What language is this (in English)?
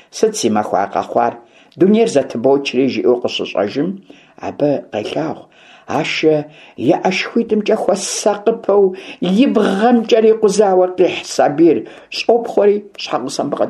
Kabardian